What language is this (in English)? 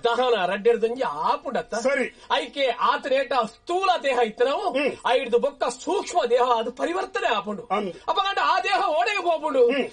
Tulu